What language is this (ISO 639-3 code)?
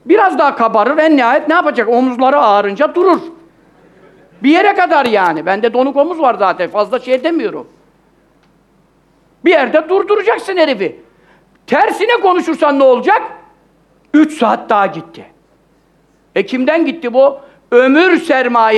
tur